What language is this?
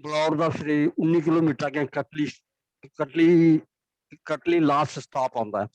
Dogri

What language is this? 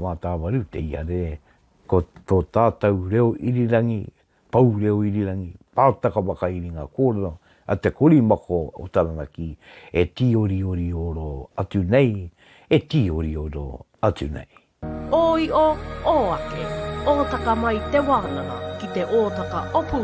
Māori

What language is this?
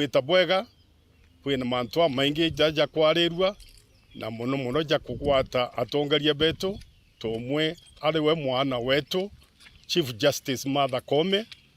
Meru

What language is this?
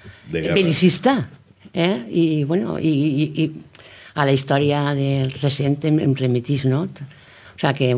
Catalan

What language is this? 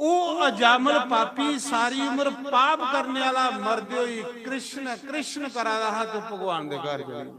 Dogri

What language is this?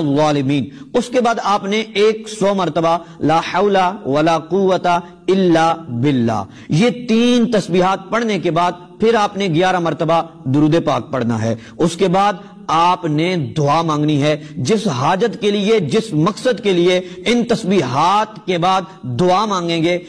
Urdu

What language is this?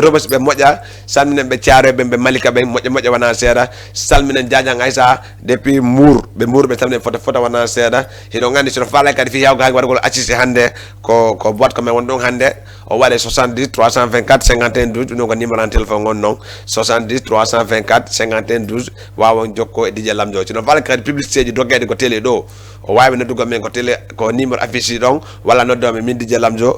Fula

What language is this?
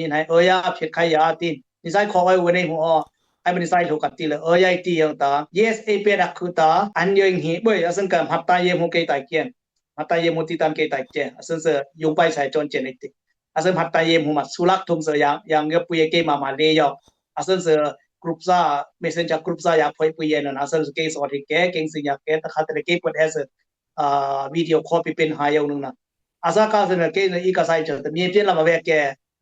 Dimasa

